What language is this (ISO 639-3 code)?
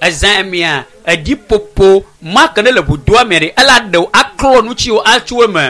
ewe